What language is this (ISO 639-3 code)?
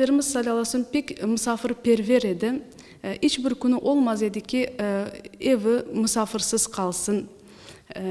crh